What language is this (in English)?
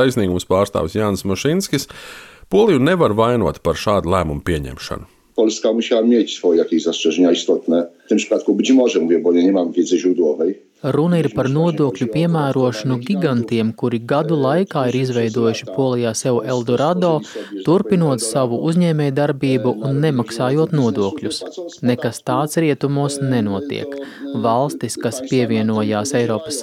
Latvian